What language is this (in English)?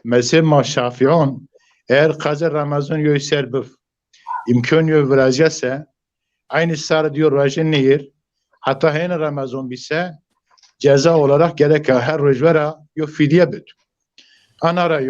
Zaza